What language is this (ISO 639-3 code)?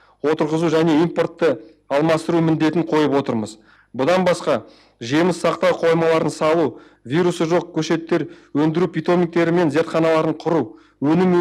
kaz